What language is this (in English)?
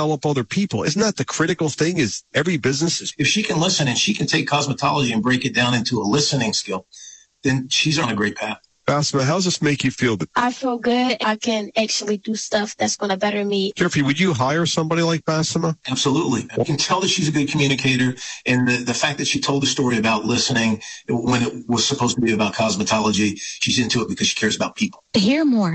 English